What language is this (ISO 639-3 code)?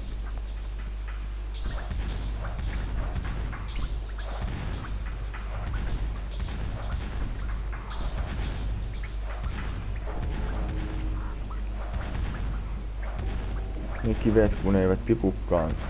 fin